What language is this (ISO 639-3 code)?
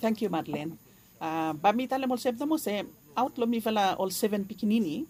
bis